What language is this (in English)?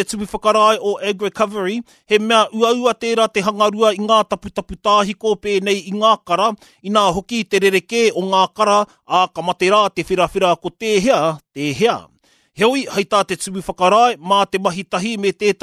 Māori